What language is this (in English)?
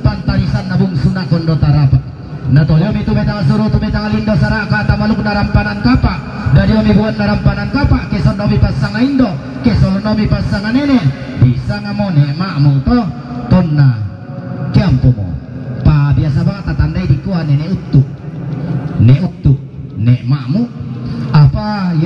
Toraja-Sa'dan